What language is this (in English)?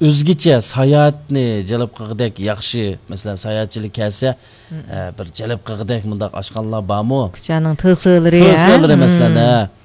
Uyghur